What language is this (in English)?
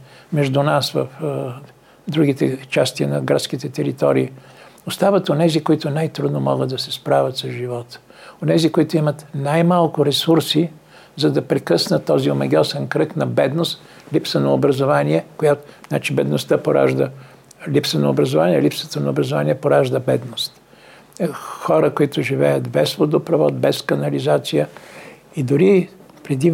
Bulgarian